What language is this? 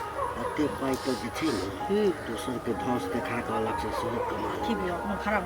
Maithili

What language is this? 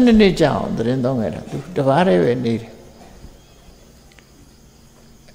Burmese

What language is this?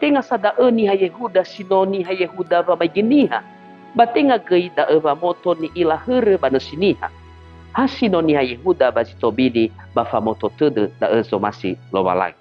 Nias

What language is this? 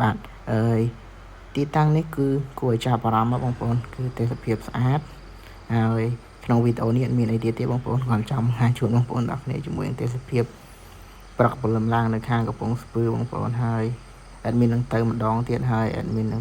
Khmer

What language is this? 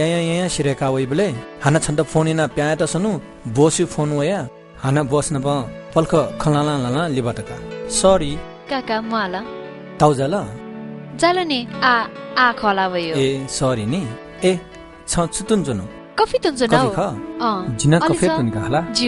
Newari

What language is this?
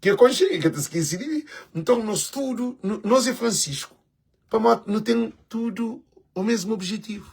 Kabuverdianu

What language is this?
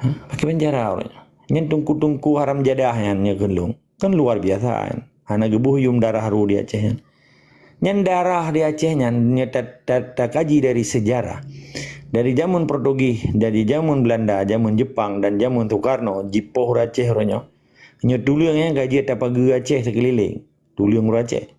Achinese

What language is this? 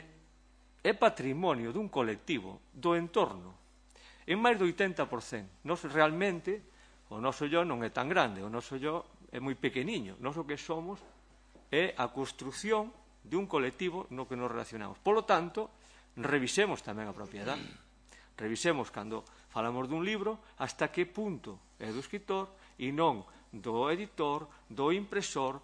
Galician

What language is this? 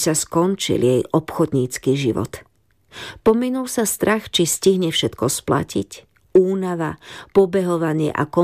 Slovak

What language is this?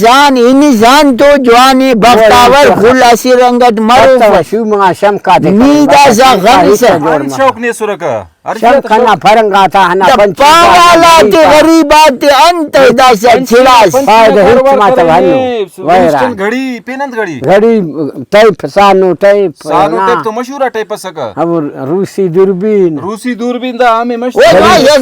Brahui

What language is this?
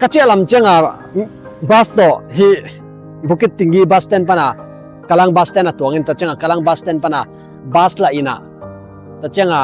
Tedim Chin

